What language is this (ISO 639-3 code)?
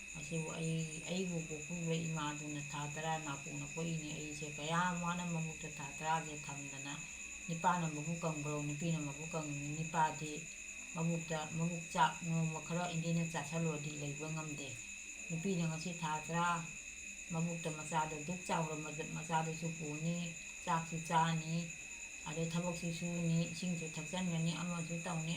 mni